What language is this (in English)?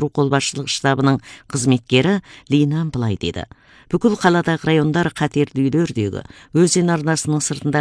Kazakh